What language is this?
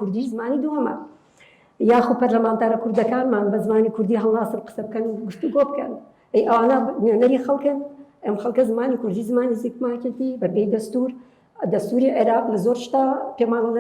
Central Kurdish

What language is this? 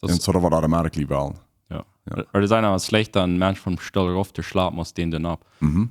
Plautdietsch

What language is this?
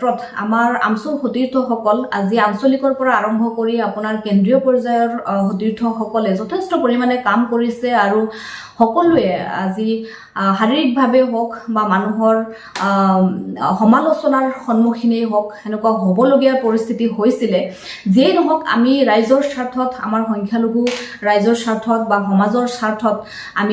Assamese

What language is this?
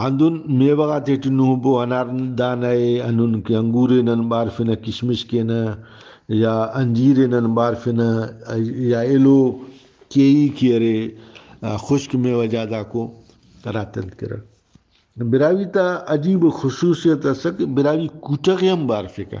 Brahui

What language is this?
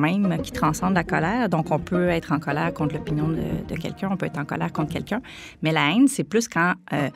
French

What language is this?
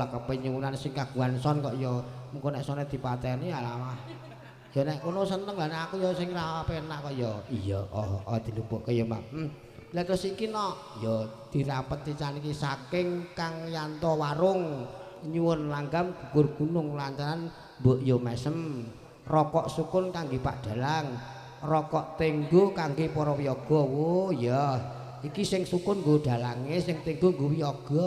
Javanese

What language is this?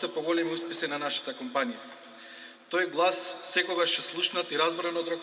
Macedonian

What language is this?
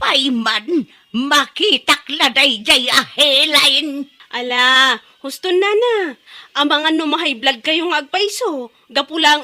Iloko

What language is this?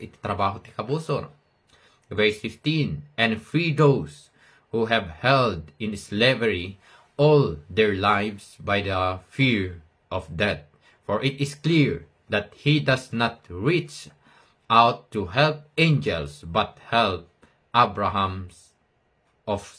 Iloko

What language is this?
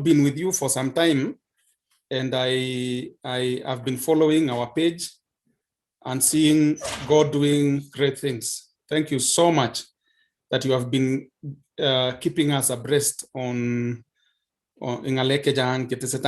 Kalenjin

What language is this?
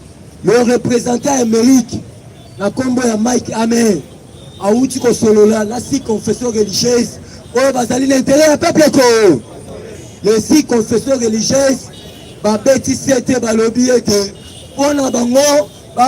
Lingala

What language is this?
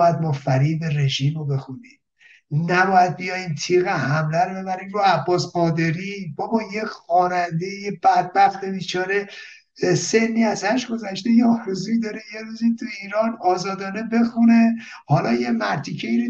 Persian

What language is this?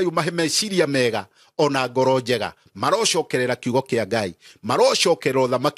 Kikuyu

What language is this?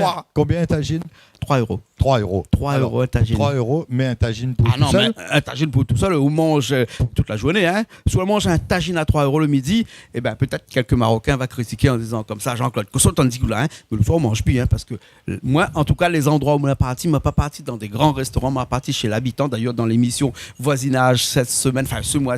Réunion Creole French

